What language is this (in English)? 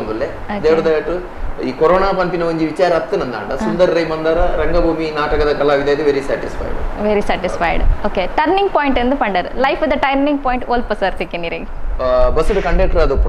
Tulu